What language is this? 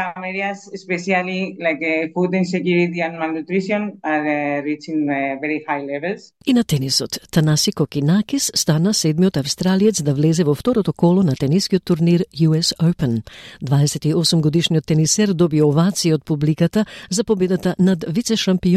Macedonian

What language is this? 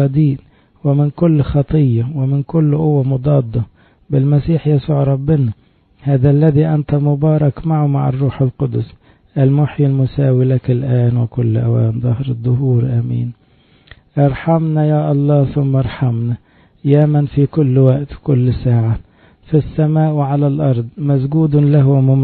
Arabic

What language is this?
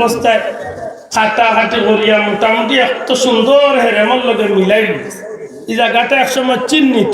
Sylheti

